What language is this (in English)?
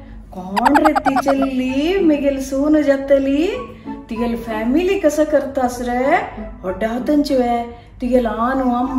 Konkani